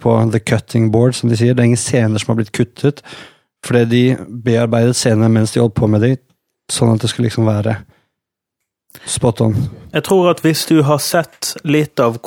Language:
Norwegian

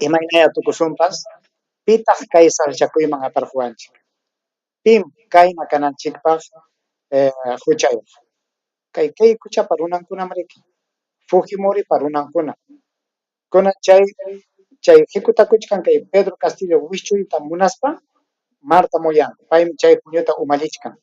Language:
Ayacucho Quechua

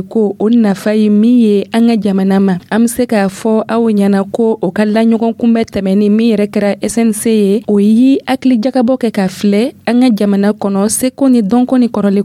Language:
Dyula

